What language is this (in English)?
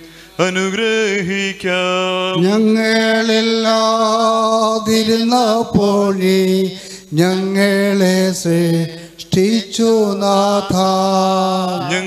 Malayalam